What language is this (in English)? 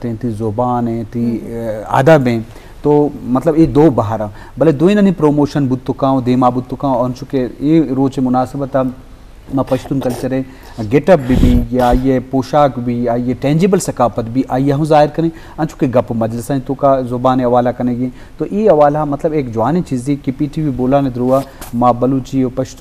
Baluchi